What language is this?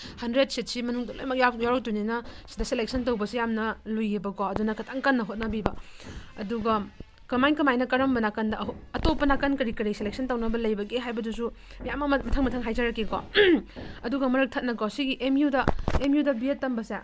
Manipuri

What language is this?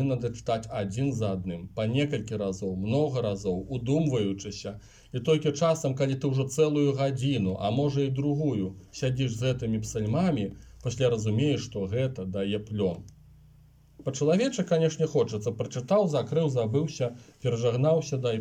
Belarusian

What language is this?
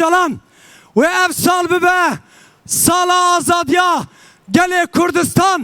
Kurdish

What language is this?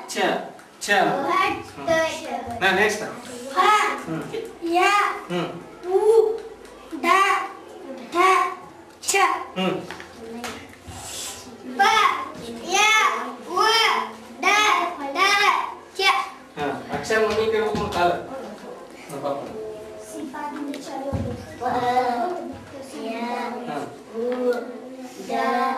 Kannada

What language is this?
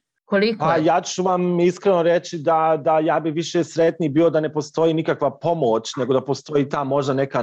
Bosnian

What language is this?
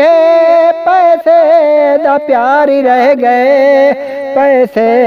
Punjabi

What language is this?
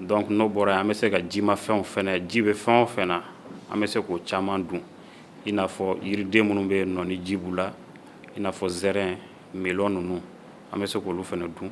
Bambara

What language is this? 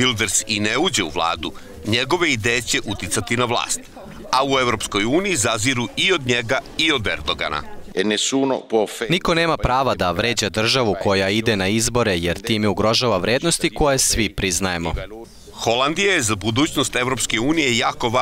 Serbian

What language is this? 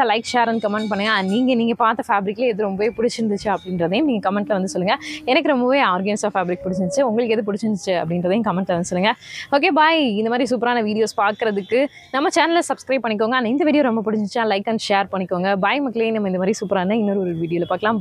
Tamil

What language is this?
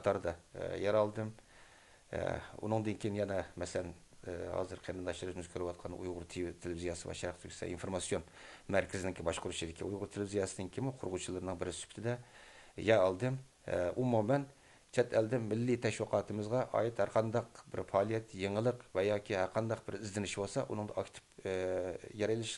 Uyghur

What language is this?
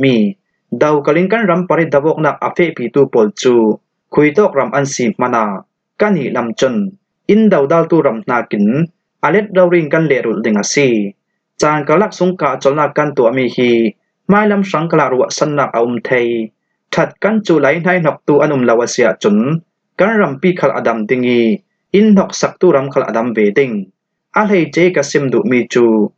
Falam Chin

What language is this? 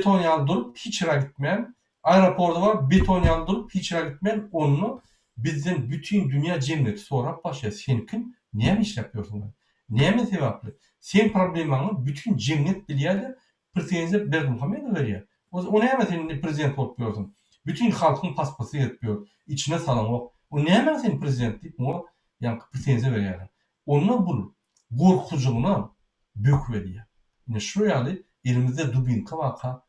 Turkmen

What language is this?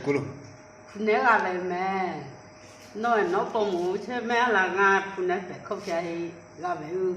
Lahu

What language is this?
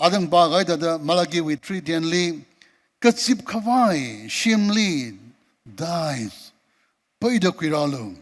Tangkhul Naga (India)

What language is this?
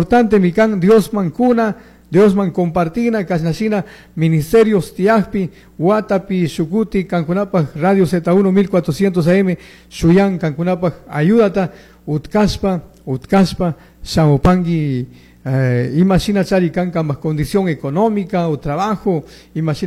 Chimborazo Highland Quichua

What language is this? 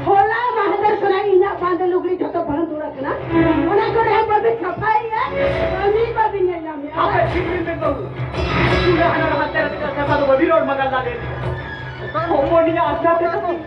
Santali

